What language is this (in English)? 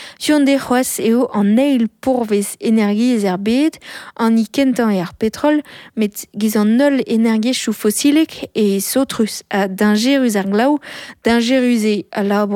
Breton